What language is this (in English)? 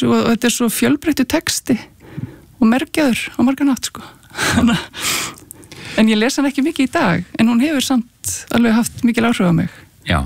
Icelandic